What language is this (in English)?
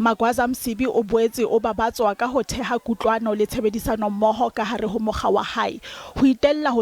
Southern Sotho